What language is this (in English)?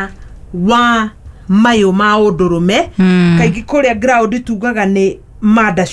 Kikuyu